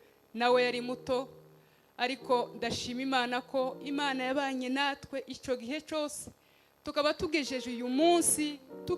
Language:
Kinyarwanda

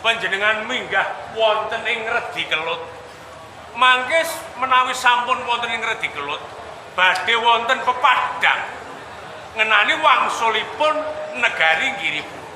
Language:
Javanese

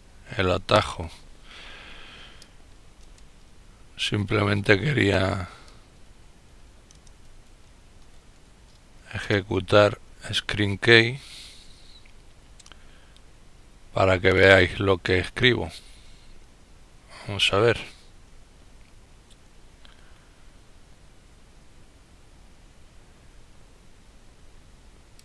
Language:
Spanish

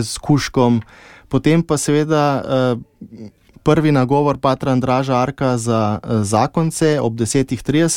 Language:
Slovenian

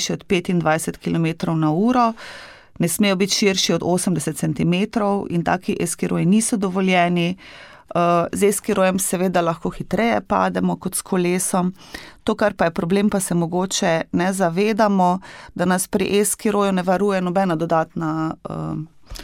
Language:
Slovenian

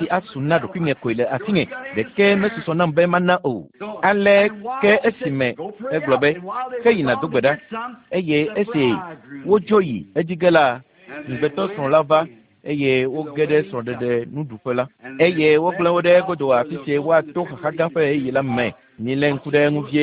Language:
Ewe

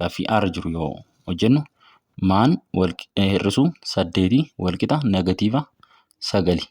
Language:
Oromo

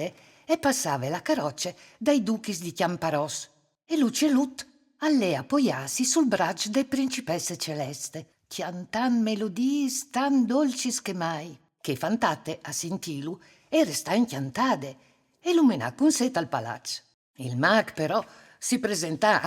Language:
Friulian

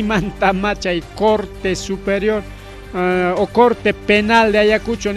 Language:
Ayacucho Quechua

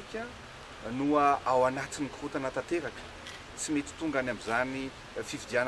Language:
Malagasy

